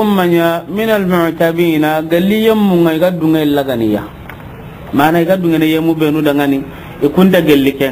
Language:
Soninke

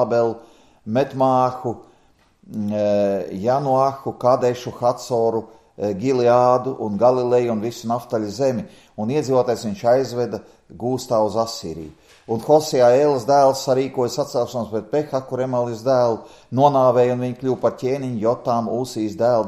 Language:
Latvian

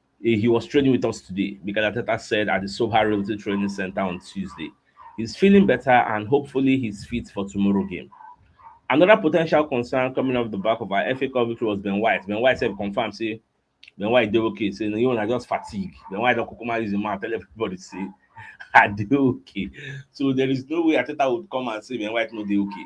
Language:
Nigerian Pidgin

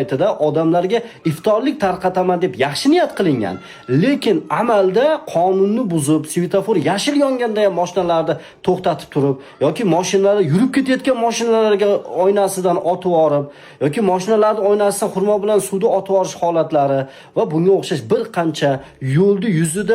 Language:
Uzbek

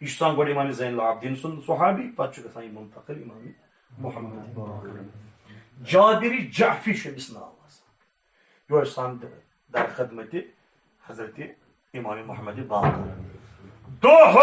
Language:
Kashmiri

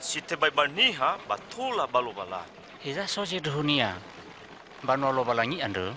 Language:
Nias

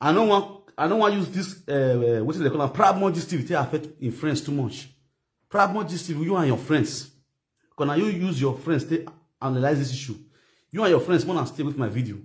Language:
Nigerian Pidgin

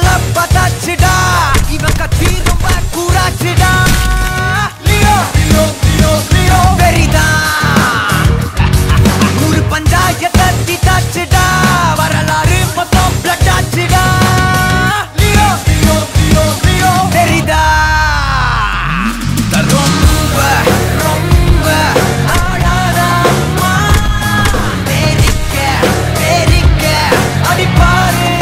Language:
Tamil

